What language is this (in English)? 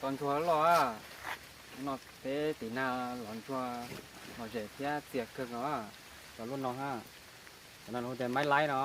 Hmong